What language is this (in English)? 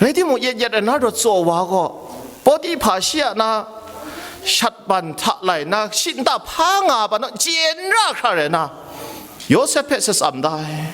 Kachin